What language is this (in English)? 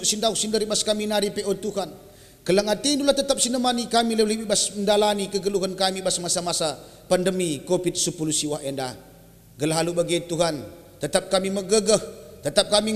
Batak Karo